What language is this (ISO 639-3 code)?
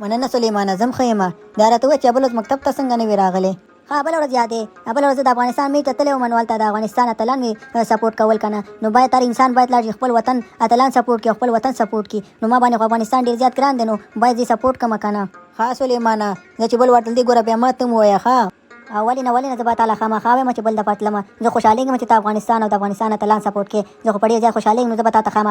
pus